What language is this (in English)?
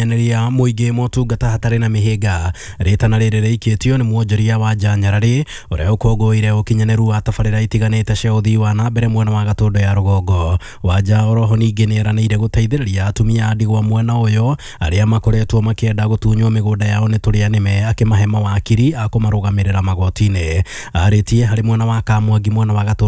Kikuyu